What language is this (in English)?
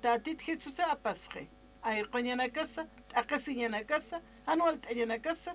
Aymara